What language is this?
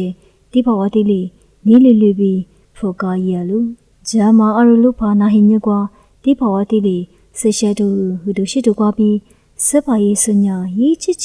Lisu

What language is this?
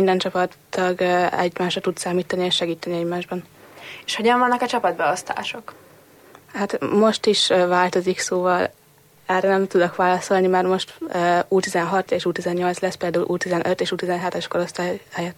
Hungarian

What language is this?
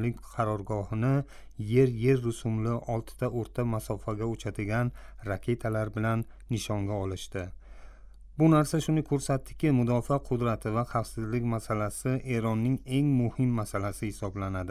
Uzbek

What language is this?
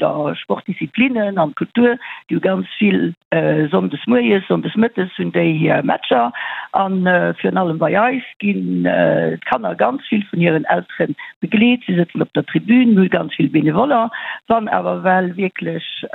Luxembourgish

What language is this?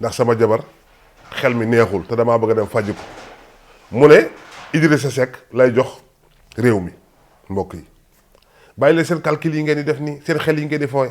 Wolof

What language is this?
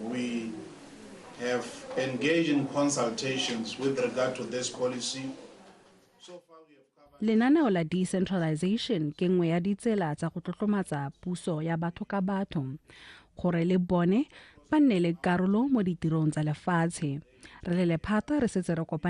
Tswana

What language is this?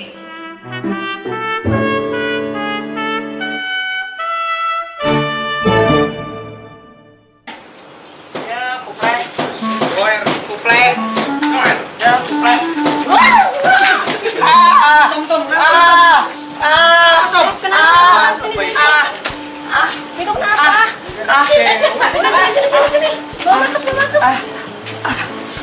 Indonesian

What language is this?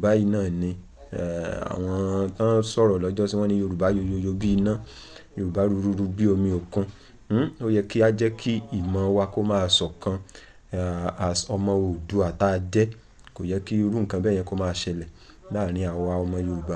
Yoruba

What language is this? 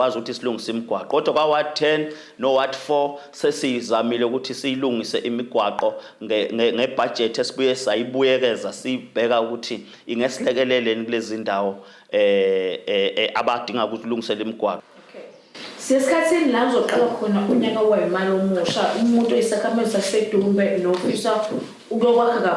Zulu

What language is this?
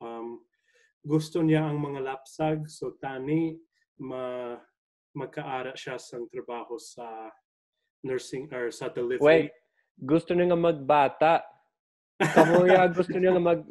Hiligaynon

